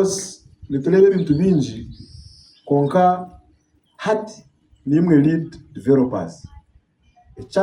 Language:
Nyankole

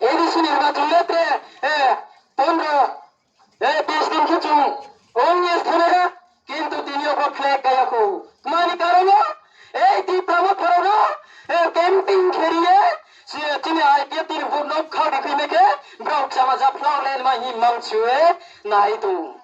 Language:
Riang (India)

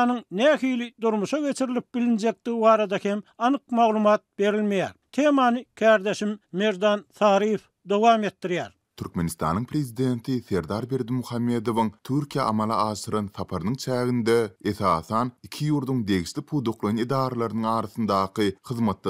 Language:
Turkmen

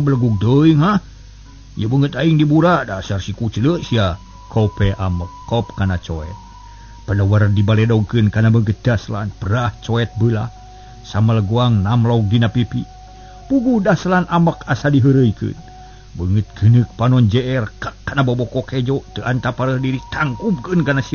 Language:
Sundanese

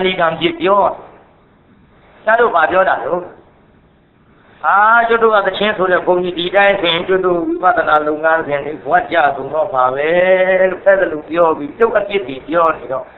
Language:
Burmese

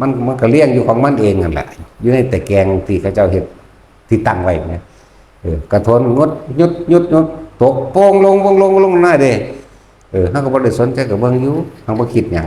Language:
Northeastern Thai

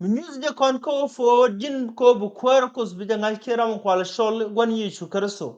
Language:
Nuer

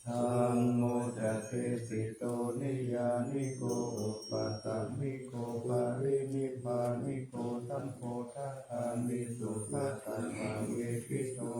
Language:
Pali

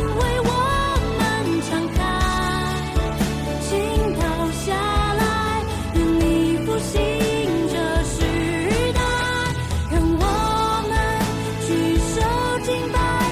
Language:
Chinese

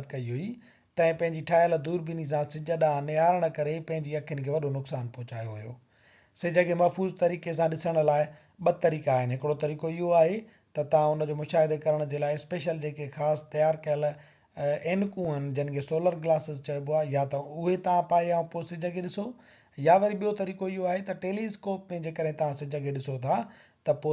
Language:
Sindhi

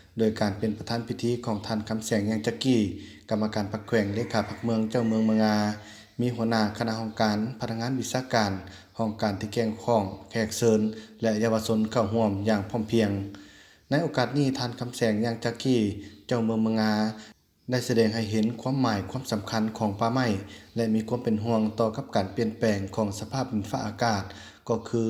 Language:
Lao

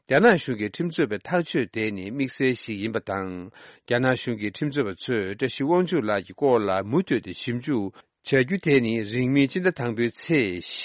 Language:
Tibetan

